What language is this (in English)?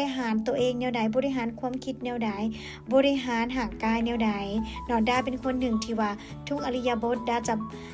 Lao